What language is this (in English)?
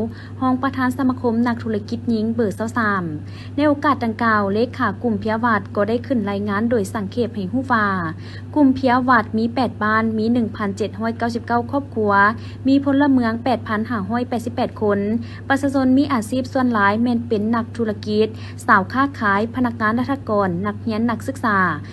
Lao